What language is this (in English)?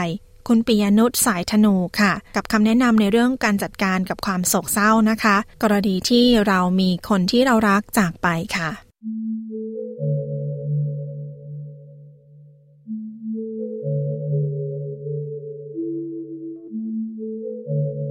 Thai